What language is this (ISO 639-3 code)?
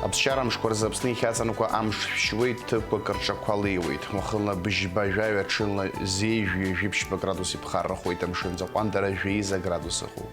abk